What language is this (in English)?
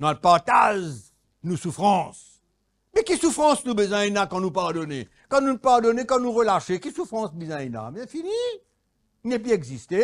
Morisyen